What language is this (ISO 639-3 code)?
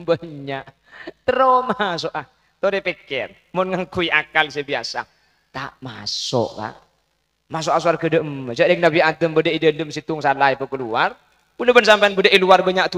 mad